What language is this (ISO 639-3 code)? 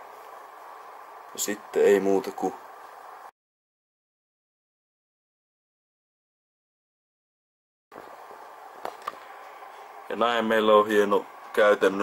fin